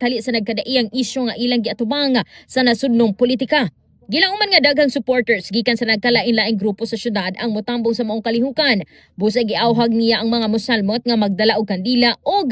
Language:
Cebuano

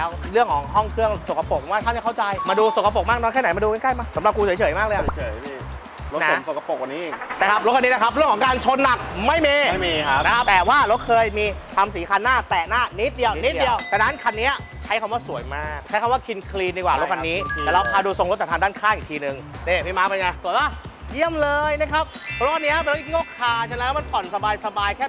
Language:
Thai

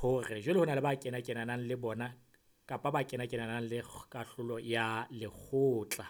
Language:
Southern Sotho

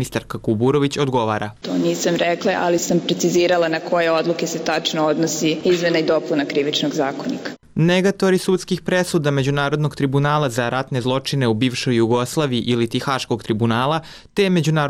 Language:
Serbian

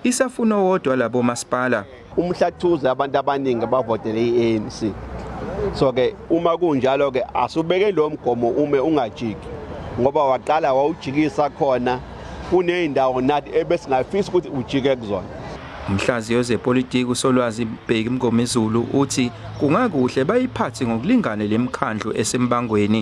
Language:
Zulu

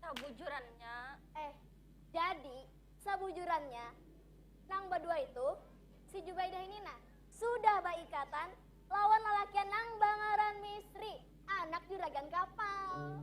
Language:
Banjar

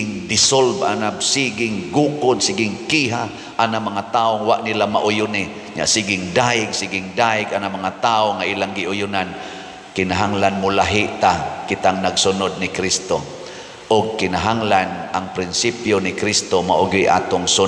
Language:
Cebuano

